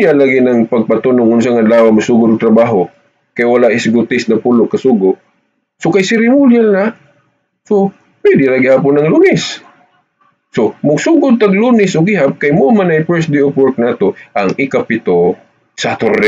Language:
Cebuano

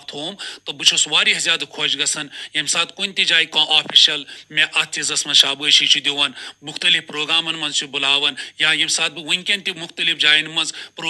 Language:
Kashmiri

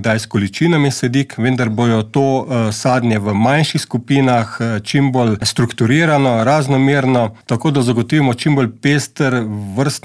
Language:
Slovenian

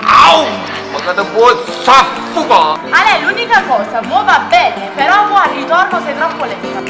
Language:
Neapolitan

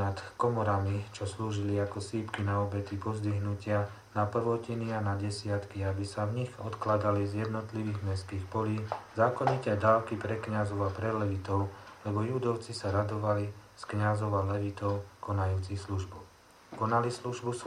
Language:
Slovak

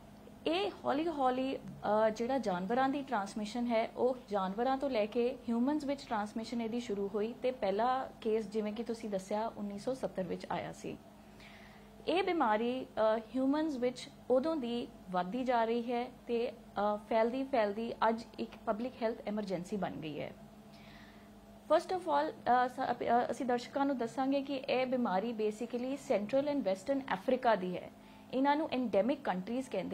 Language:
Punjabi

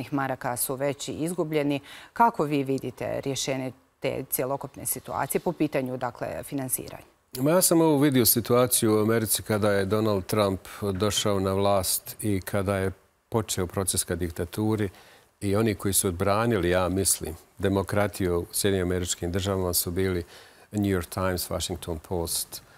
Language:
Bosnian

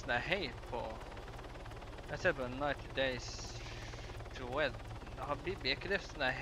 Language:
Norwegian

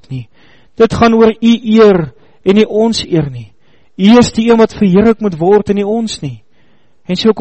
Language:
Afrikaans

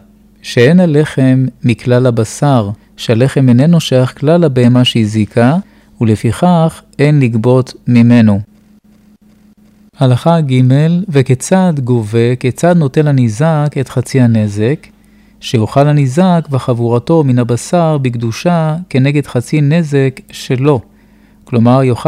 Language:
Hebrew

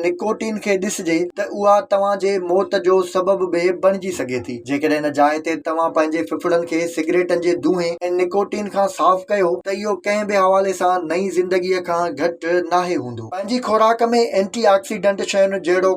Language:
Sindhi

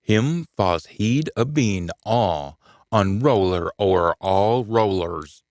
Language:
Scots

